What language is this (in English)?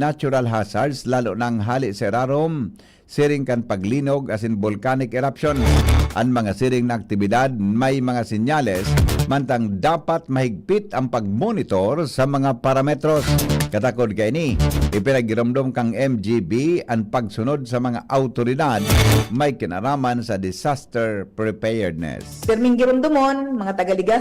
Bikol